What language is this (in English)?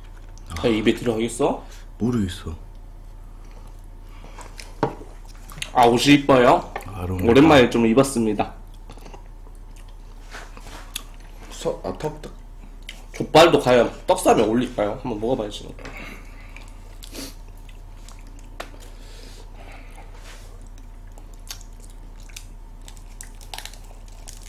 Korean